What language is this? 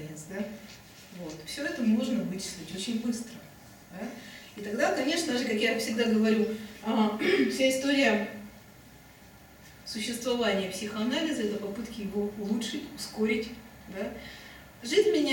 Russian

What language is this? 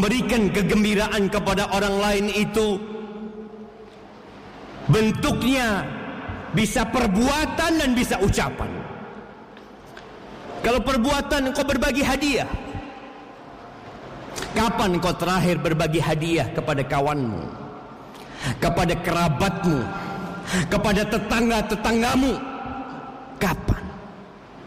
Indonesian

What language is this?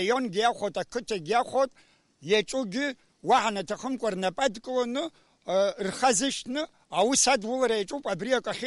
Abkhazian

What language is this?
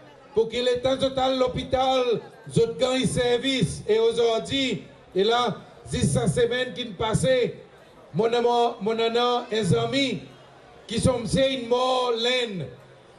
Seselwa Creole French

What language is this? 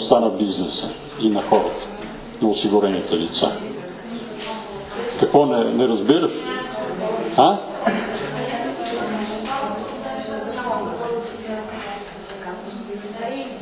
Bulgarian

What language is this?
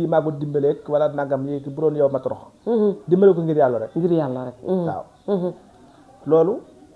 Wolof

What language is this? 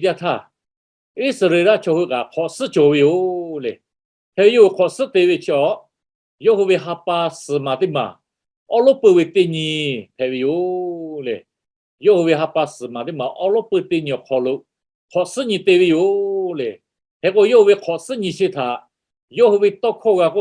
Lahu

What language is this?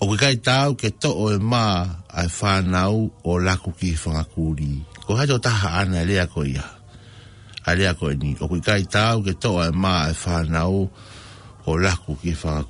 Tongan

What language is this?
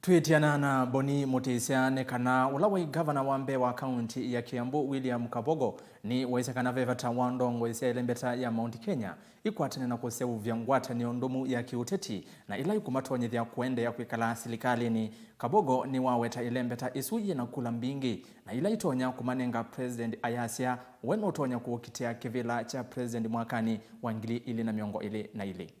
Kamba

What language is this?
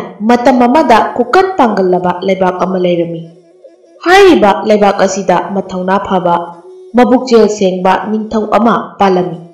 Manipuri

